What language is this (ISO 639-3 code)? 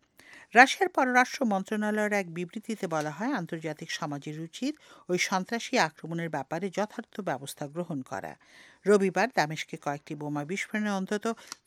ben